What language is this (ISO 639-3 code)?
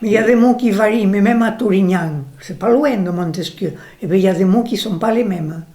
oci